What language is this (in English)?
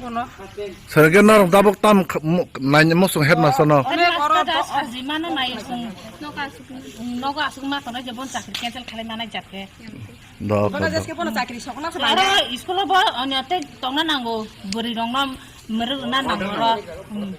Kok Borok